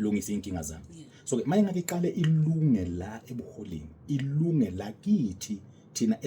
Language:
Zulu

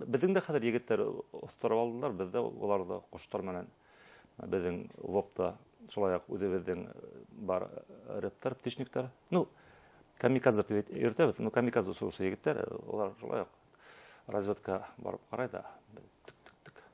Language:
Bashkir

